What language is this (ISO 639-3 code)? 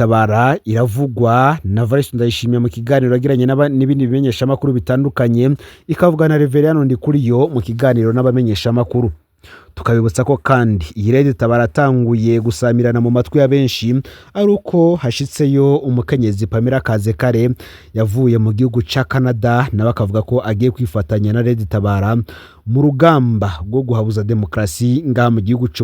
run